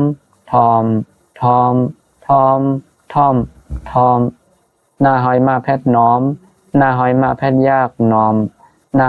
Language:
Shan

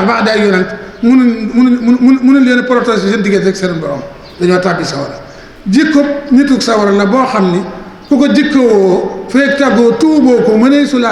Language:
Wolof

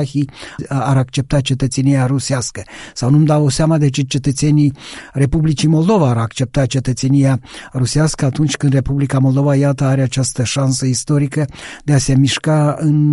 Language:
Romanian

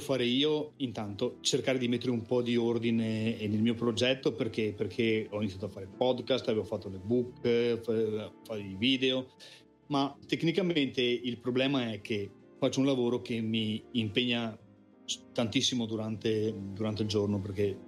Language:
Italian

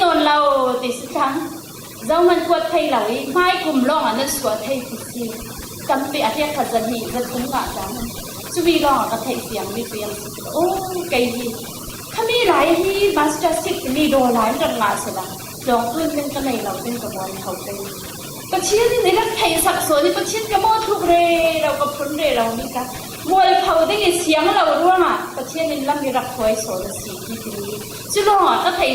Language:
Falam Chin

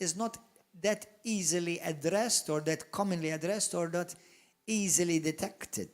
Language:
English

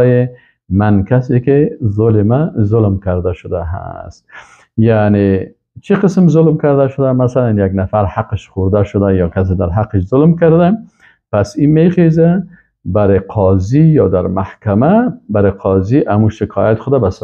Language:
Persian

